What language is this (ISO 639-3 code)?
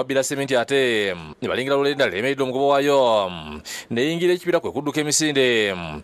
lug